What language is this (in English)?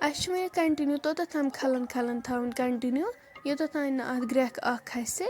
Kashmiri